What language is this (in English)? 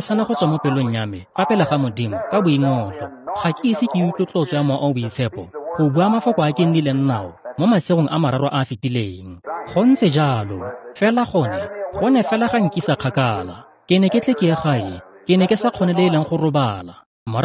Tswana